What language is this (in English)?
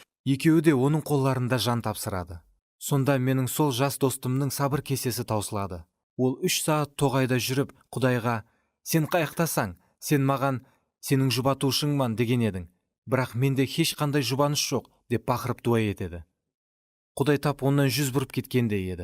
Kara-Kalpak